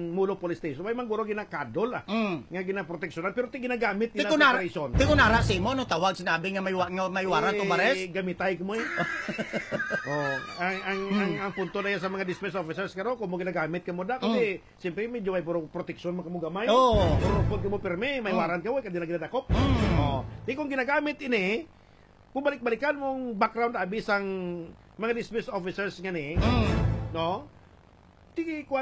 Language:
Hiligaynon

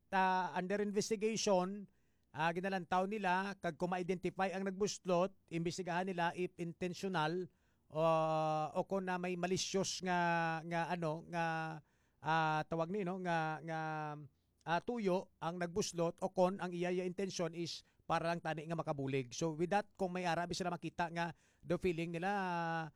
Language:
Hiligaynon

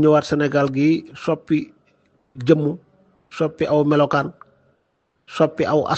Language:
Wolof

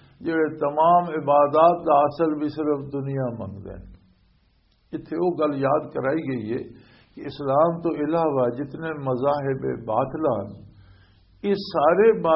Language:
Western Panjabi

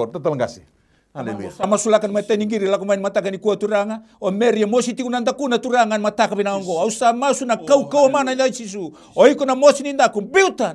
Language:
Fijian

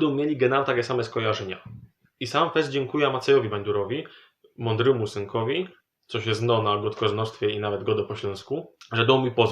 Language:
Silesian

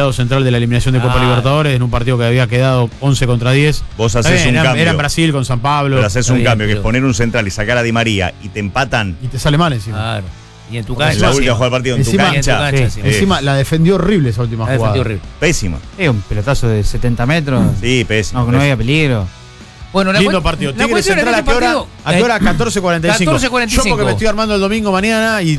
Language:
Spanish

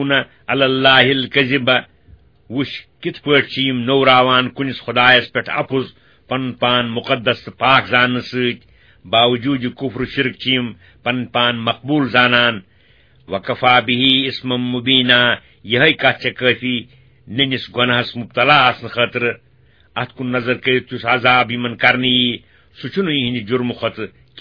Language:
Kashmiri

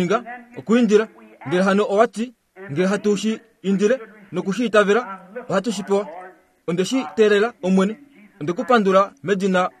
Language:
Kuanyama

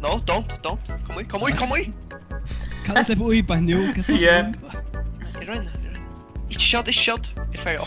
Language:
Faroese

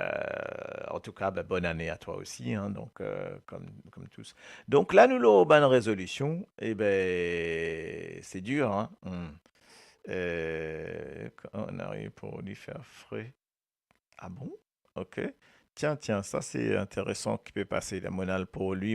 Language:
Morisyen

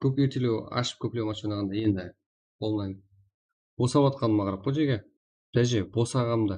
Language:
Kara-Kalpak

